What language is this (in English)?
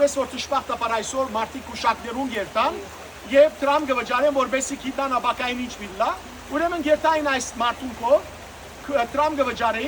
Western Armenian